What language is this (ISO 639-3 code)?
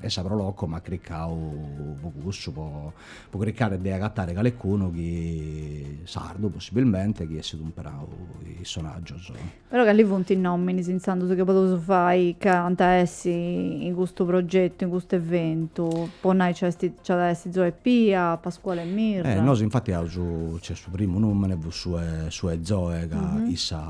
srd